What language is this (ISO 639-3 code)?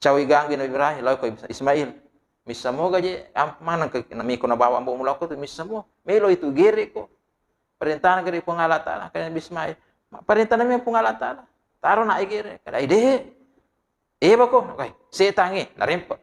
bug